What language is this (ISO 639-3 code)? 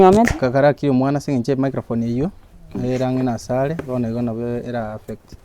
guz